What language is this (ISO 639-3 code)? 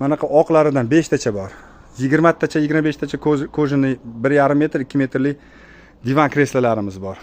uzb